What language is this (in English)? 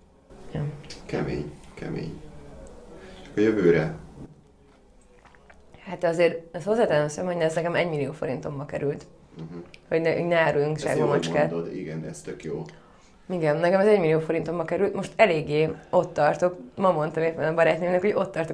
Hungarian